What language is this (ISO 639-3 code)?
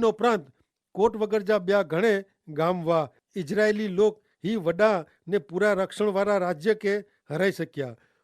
kfr